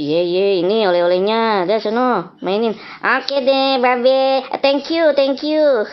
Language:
Betawi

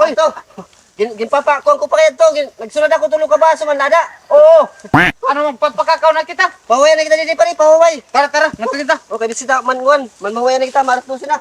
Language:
Waray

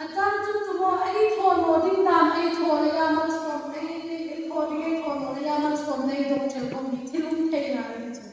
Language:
Hmar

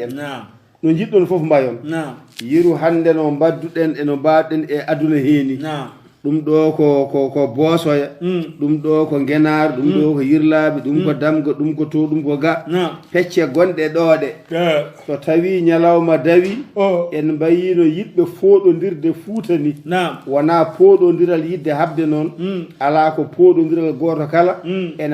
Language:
Fula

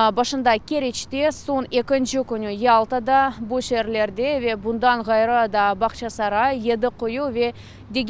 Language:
Crimean Tatar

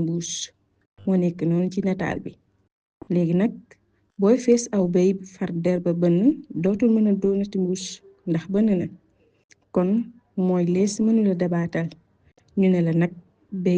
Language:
Wolof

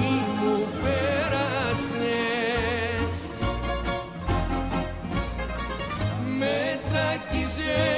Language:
Greek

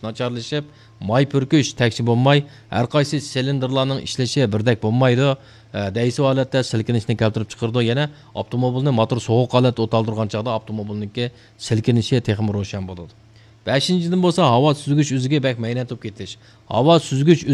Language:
Uyghur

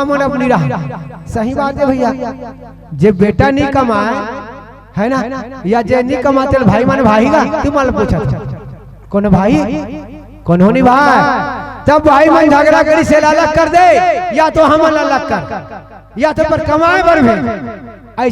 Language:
Chhattisgarhi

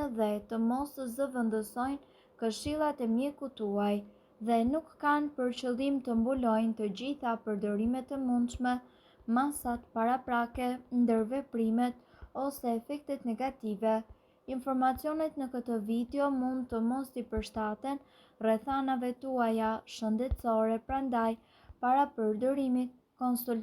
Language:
Albanian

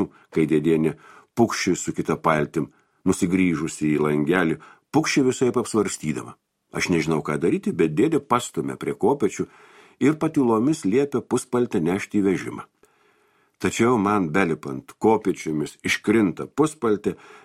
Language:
Lithuanian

